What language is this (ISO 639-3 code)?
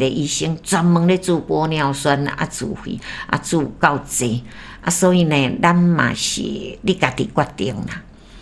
nan